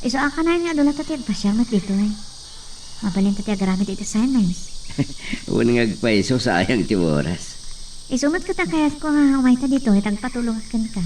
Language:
Iloko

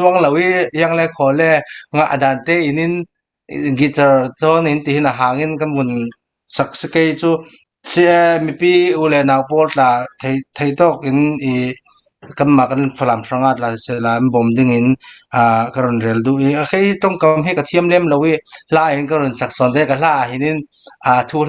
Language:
Falam Chin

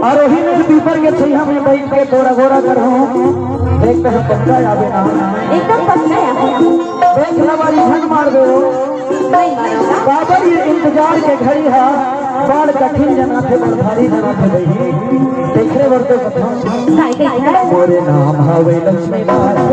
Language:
Chhattisgarhi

